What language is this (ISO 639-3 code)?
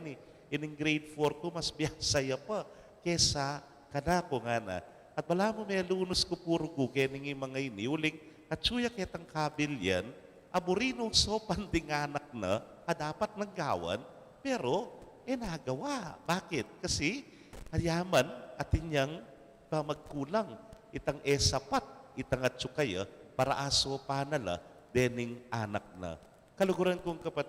pam